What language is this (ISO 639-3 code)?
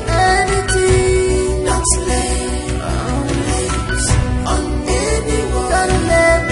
pcm